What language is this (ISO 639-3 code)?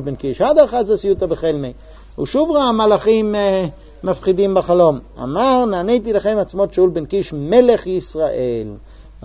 heb